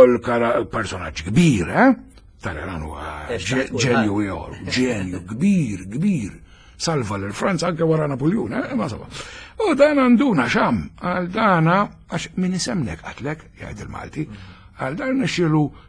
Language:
Maltese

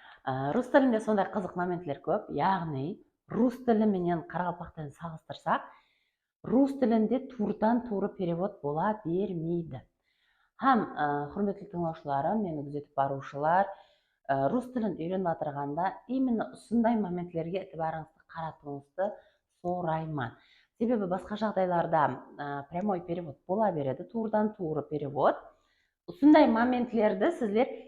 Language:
Kara-Kalpak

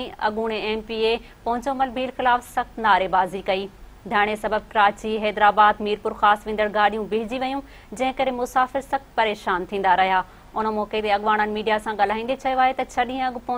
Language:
Sindhi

